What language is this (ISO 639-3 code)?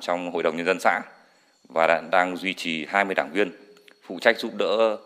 vie